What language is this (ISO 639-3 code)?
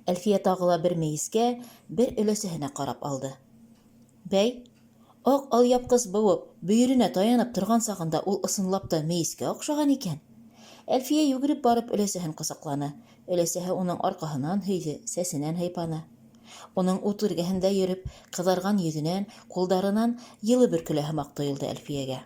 bak